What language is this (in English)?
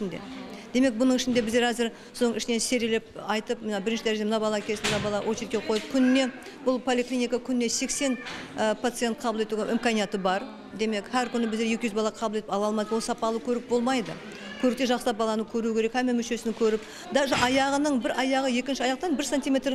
Kara-Kalpak